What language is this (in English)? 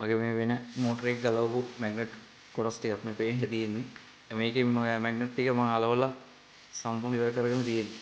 Sinhala